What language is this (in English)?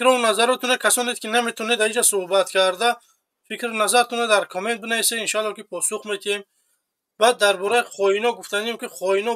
Tajik